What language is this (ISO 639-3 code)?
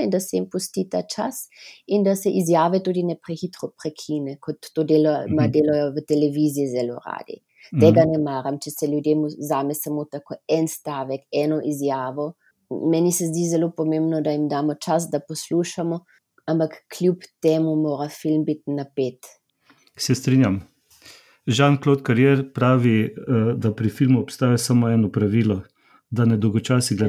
slv